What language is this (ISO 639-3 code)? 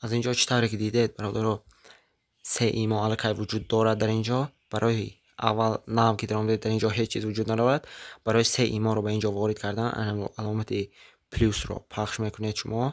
tgk